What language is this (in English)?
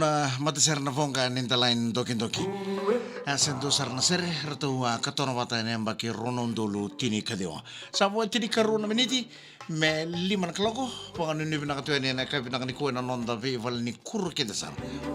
Fijian